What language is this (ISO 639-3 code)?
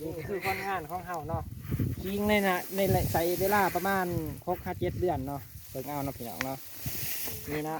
lao